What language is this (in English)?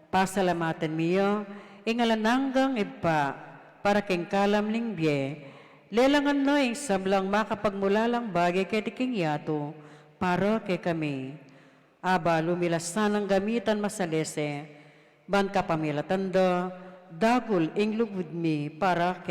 Pampanga